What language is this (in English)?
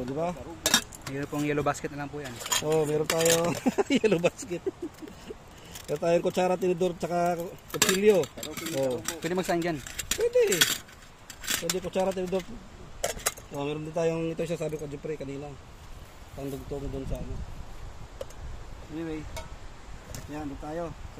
Filipino